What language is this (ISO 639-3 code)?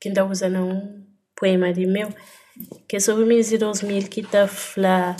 kea